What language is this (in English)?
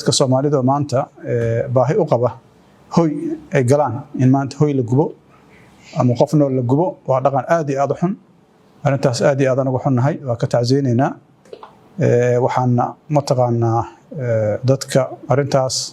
Somali